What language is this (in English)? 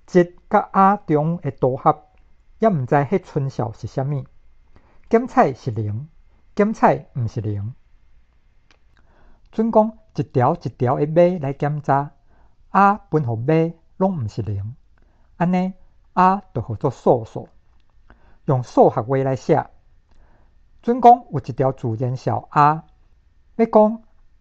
Min Nan Chinese